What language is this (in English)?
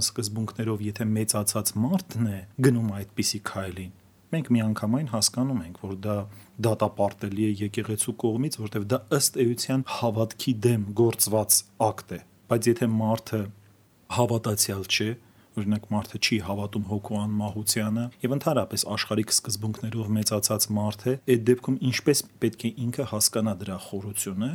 Armenian